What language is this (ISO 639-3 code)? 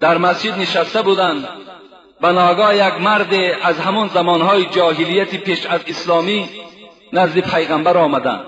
tgk